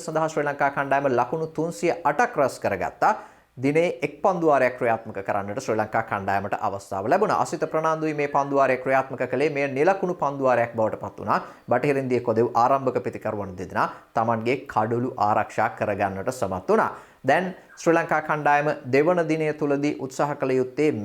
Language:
Sinhala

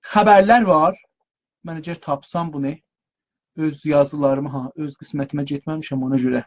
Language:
South Azerbaijani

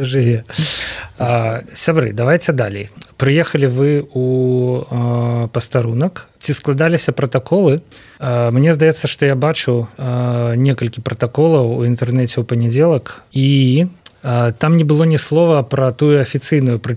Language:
Belarusian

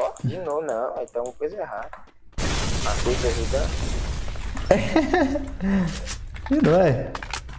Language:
Portuguese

